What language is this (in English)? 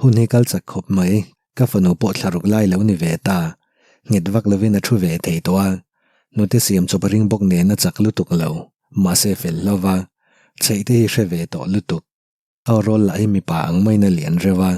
Mizo